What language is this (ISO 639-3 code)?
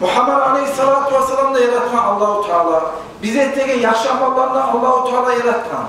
kum